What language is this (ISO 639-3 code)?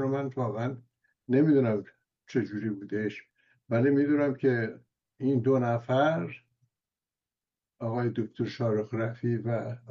fas